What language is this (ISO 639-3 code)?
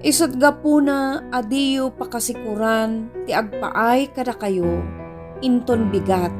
ilo